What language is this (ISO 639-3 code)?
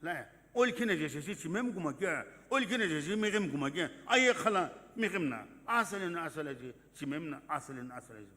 nsm